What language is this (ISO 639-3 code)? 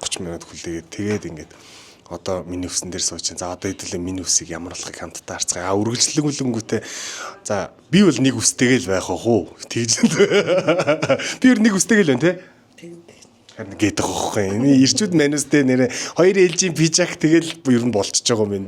mon